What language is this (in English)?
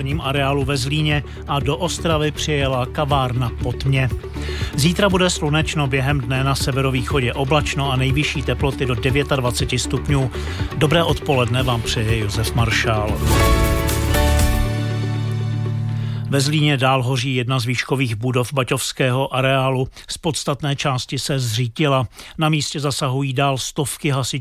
Czech